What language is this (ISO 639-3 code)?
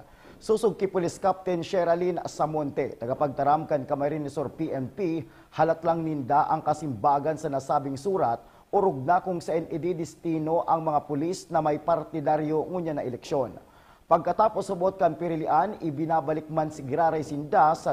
bik